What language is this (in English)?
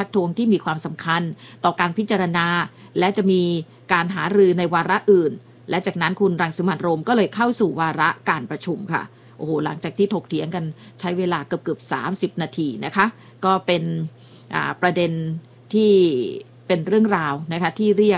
Thai